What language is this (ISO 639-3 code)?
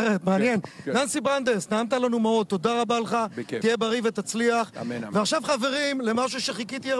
heb